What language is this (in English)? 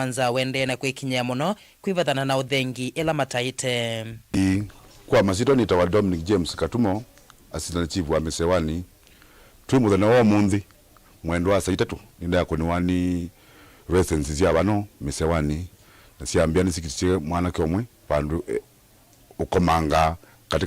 Kamba